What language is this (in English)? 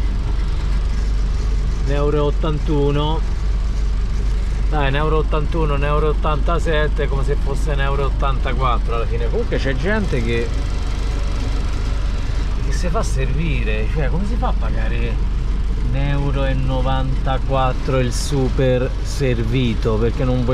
Italian